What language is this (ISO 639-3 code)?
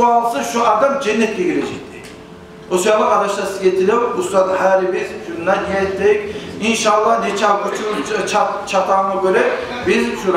kum